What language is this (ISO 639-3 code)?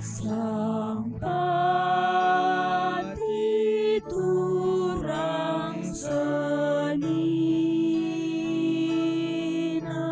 btx